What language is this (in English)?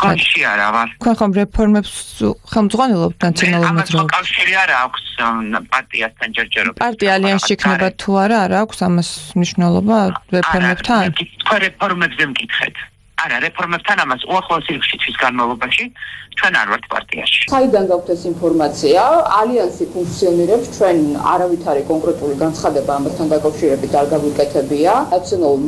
Georgian